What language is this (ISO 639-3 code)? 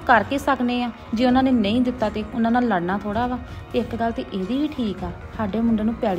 pan